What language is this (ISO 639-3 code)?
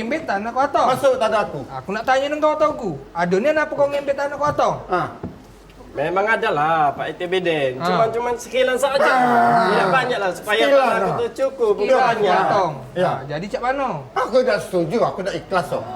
mui